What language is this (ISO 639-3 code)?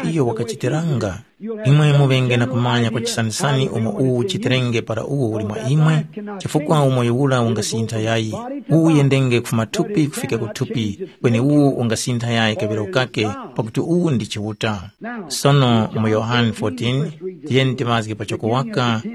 tum